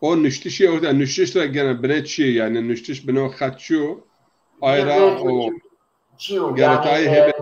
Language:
Zaza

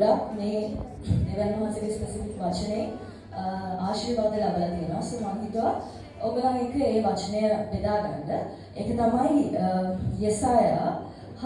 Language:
Sinhala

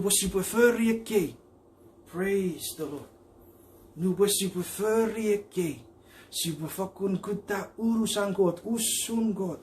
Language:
Chuukese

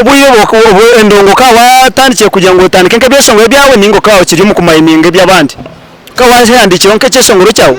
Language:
Nyankole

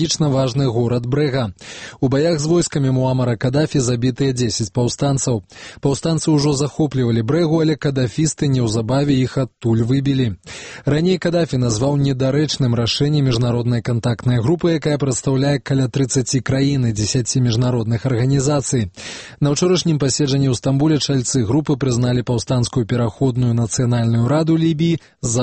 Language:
Belarusian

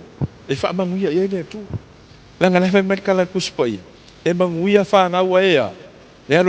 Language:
Samoan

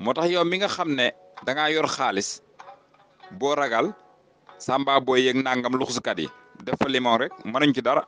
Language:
Wolof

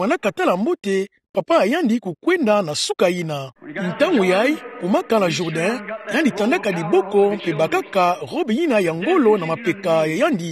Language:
Kituba (Democratic Republic of Congo)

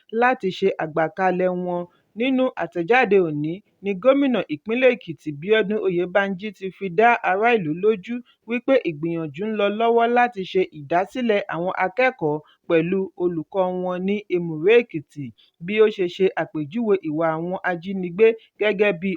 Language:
Yoruba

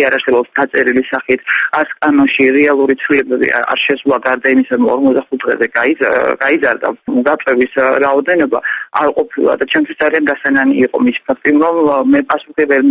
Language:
Georgian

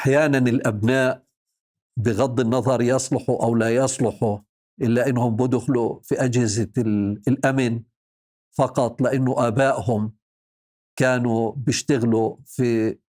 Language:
North Levantine Arabic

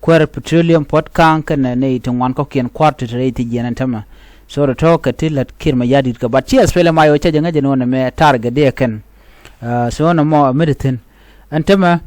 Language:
Nuer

